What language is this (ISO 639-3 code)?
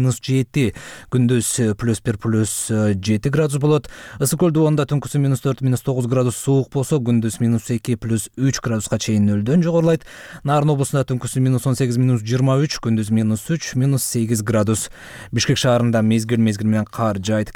kir